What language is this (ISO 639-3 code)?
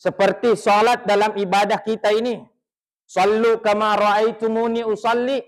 bug